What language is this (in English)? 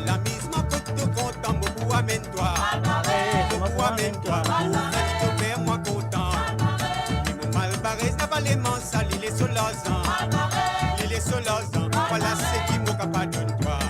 Morisyen